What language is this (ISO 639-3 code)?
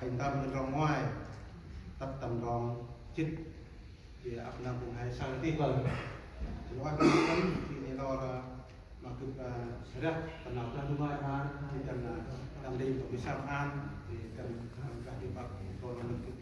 cmo